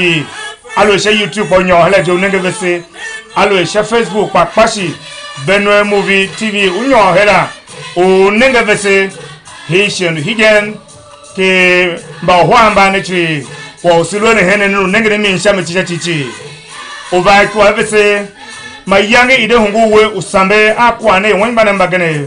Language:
Tiv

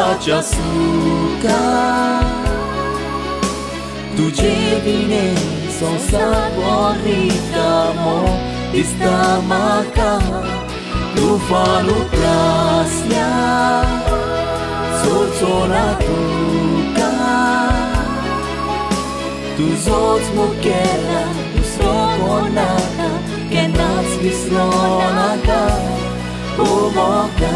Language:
Konkani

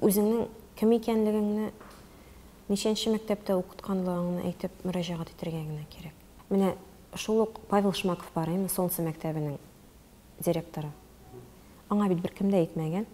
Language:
Tatar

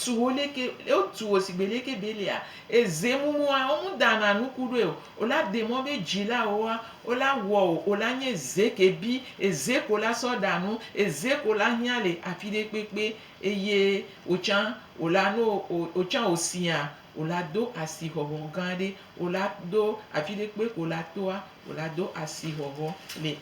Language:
Gen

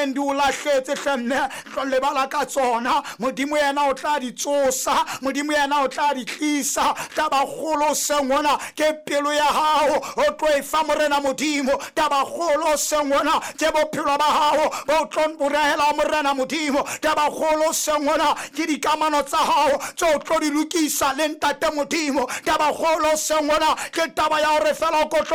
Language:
Southern Sotho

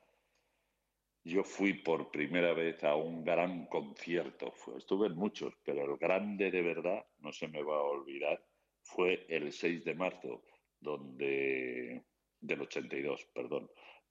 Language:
Spanish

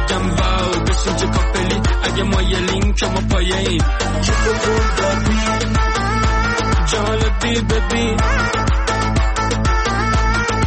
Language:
Persian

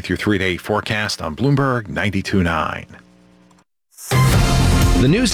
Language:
English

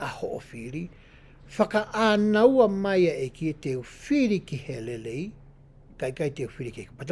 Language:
Tongan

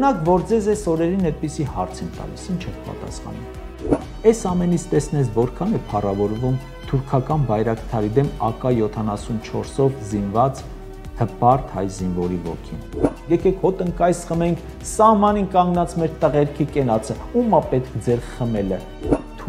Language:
Armenian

